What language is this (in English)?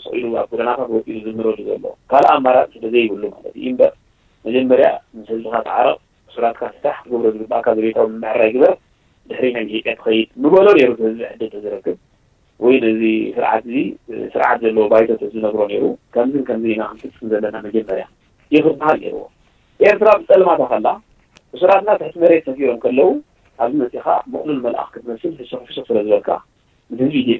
Tigrinya